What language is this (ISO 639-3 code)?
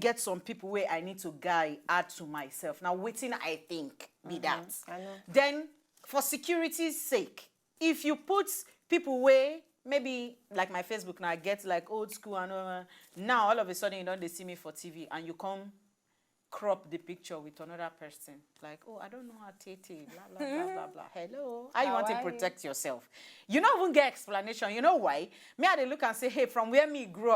pcm